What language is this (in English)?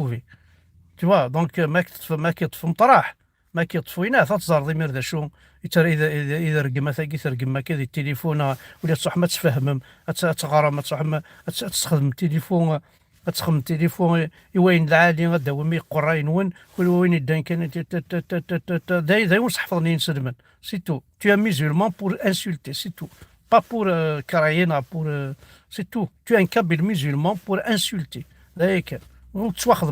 Kabyle